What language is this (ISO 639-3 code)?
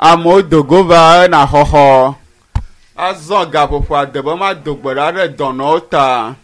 ewe